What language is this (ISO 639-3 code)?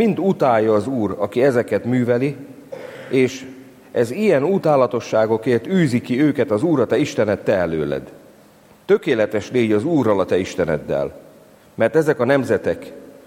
hun